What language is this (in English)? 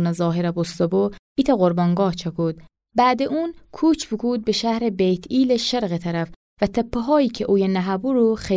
Gilaki